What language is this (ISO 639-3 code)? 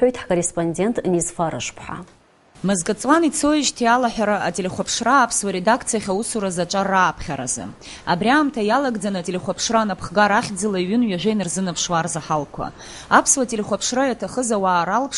abk